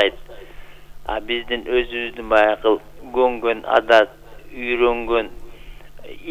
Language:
Kyrgyz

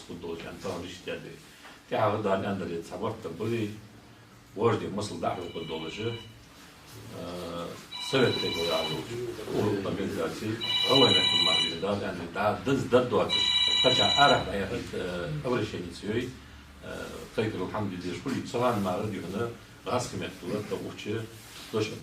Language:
Ingush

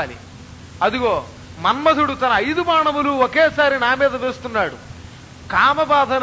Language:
Telugu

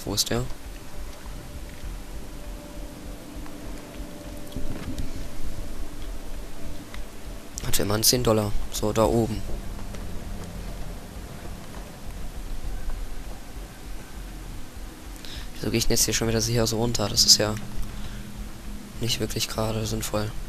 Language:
German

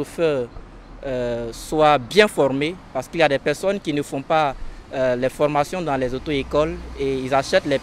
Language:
French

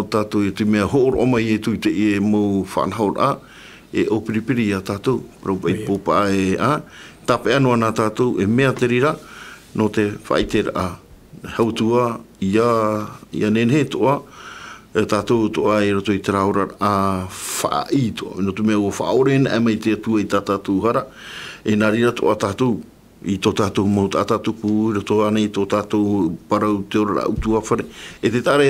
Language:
Tahitian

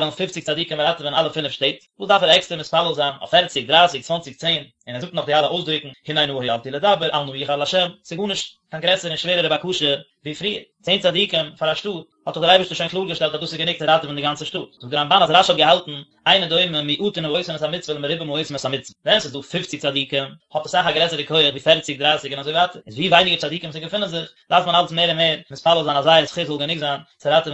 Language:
Yiddish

